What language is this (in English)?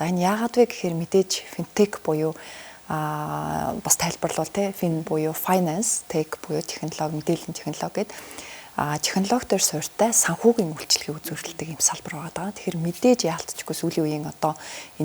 Mongolian